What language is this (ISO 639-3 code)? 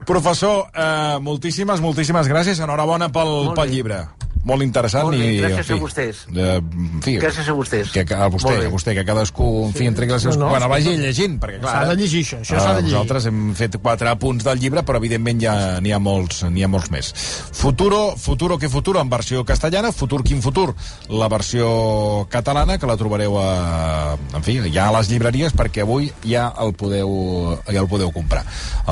cat